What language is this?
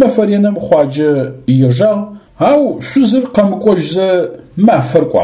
Adyghe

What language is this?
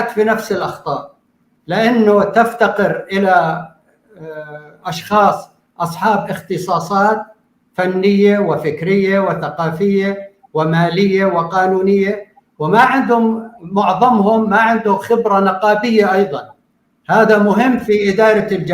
North Levantine Arabic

